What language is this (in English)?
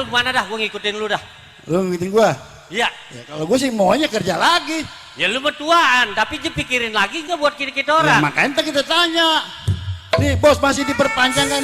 Betawi